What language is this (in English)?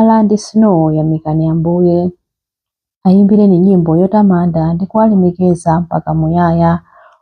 Nyanja